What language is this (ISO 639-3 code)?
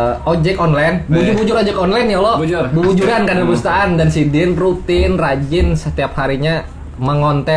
bjn